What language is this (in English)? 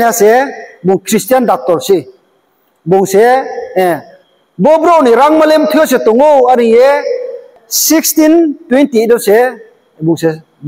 Riang (India)